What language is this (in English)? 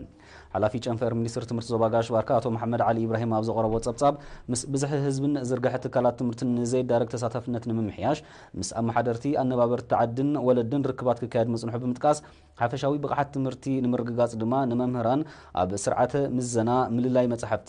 Tigrinya